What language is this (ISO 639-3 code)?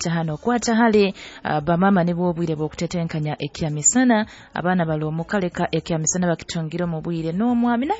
nyo